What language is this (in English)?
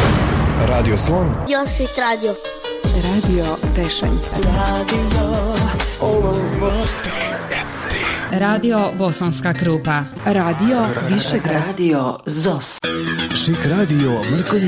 Bosnian